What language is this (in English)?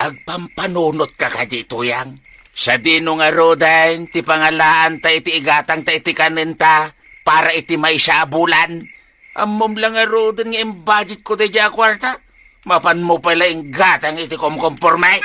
Iloko